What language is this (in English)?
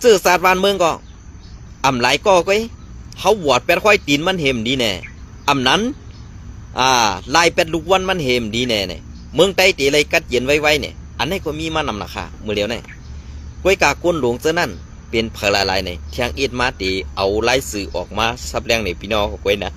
Shan